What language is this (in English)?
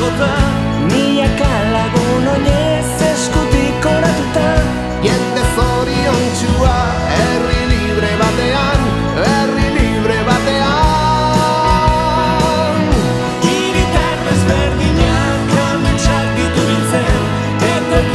Basque